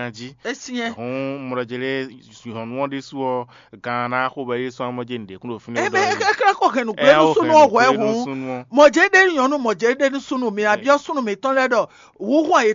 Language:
Fon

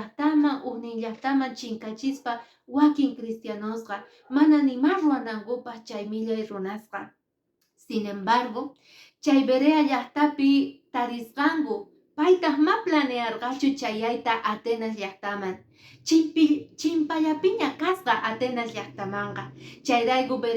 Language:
Quechua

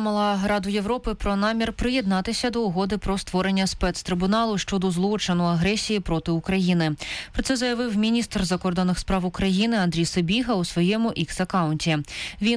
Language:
Ukrainian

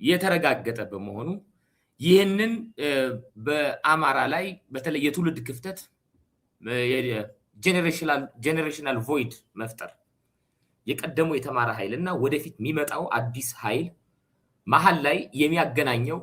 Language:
Amharic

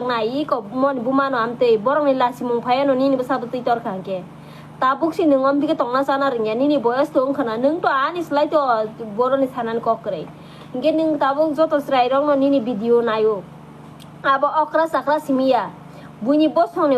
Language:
Kok Borok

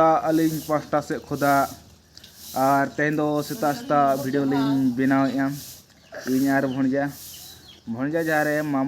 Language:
Santali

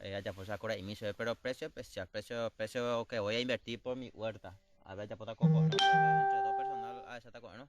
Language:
Guarani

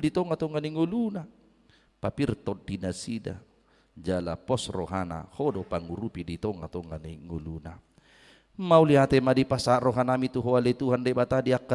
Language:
Batak Toba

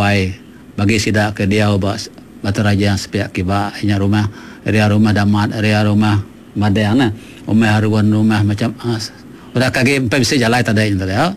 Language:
Iban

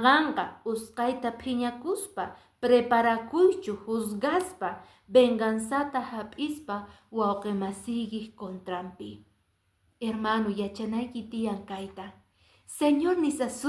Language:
Quechua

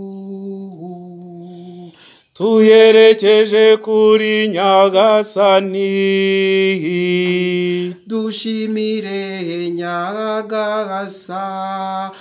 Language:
Kinyarwanda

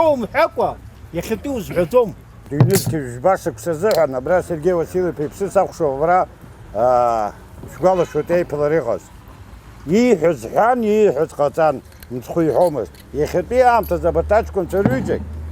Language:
Abkhazian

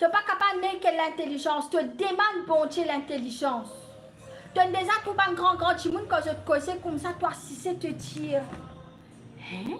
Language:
Morisyen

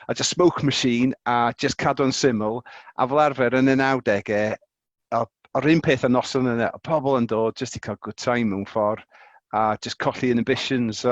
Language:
Welsh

